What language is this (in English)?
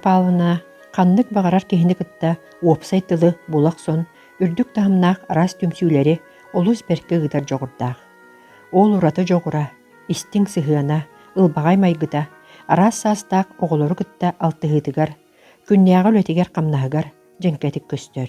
Yakut